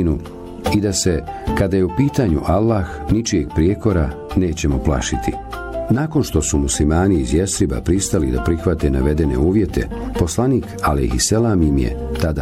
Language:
Bosnian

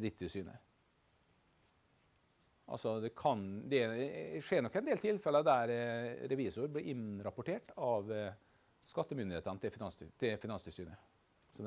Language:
Norwegian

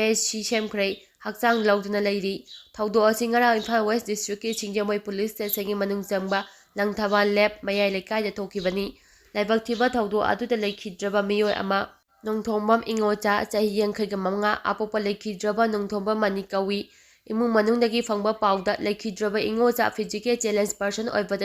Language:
Manipuri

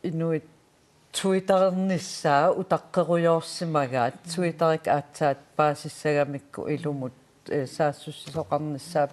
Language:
Kalaallisut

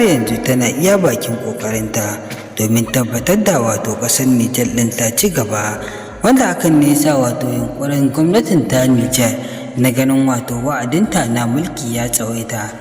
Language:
Hausa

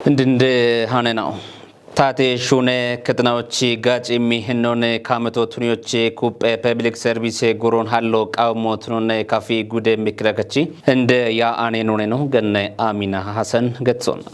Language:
Kafa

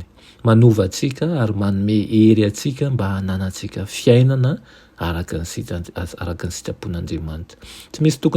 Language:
Malagasy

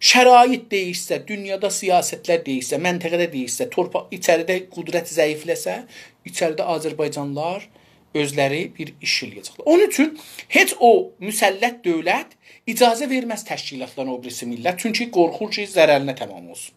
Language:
South Azerbaijani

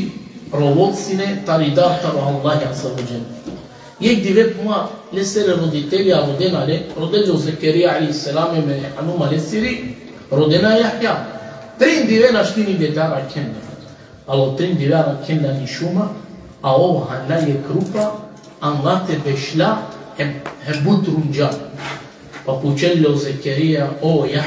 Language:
Balkan Romani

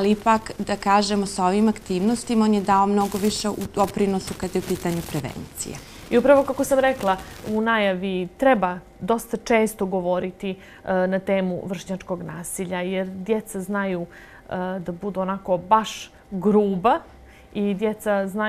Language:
Bosnian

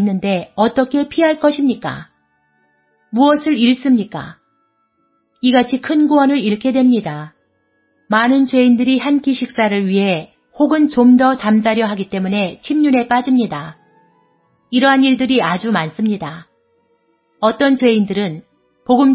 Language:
Korean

